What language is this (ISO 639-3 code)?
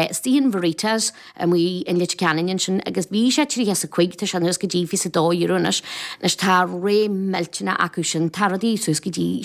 gle